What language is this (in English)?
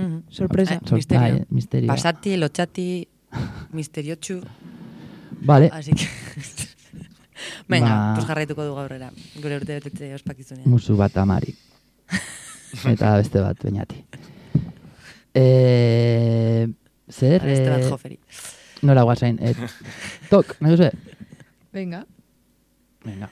Basque